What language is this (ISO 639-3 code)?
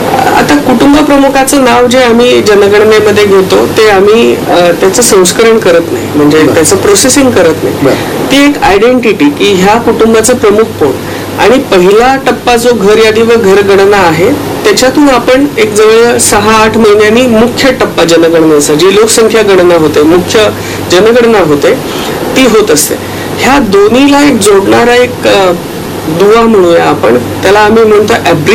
mar